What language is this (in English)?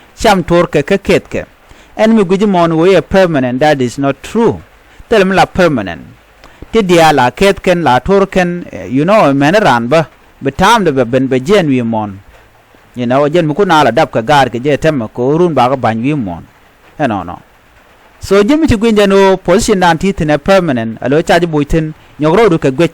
Nuer